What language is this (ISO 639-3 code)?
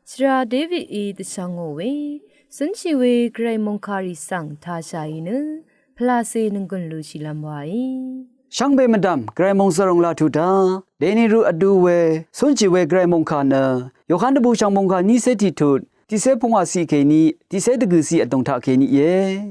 raw